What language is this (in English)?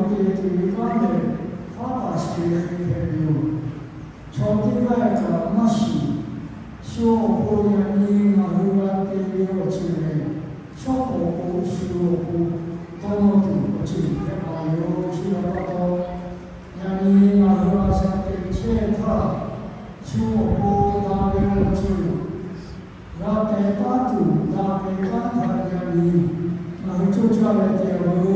Lahu